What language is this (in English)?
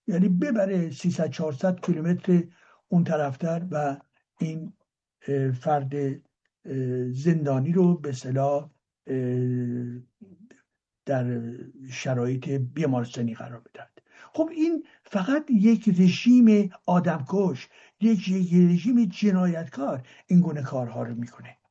Persian